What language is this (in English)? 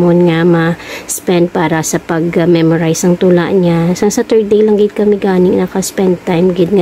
Hiligaynon